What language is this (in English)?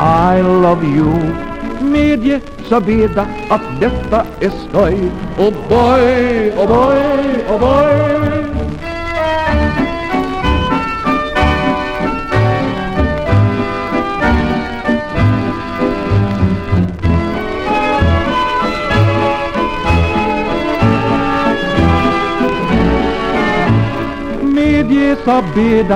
Swedish